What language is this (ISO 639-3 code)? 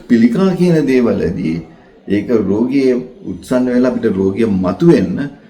sin